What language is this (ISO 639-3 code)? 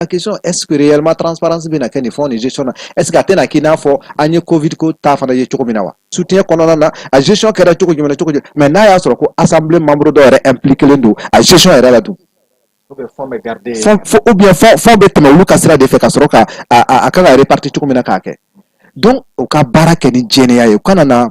bam